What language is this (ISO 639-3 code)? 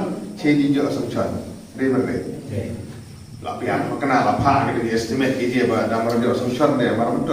kha